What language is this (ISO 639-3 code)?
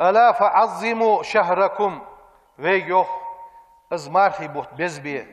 inh